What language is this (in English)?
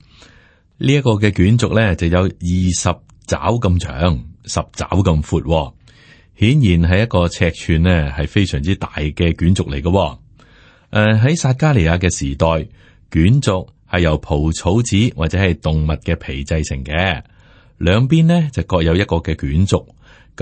Cantonese